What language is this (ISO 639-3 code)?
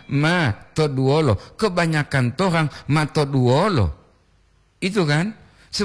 gor